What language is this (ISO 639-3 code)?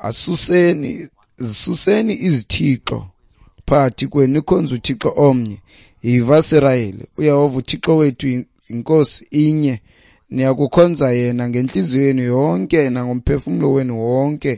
xho